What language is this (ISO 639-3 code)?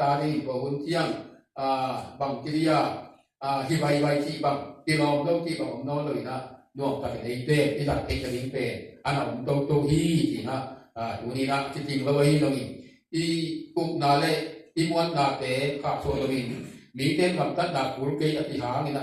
ctd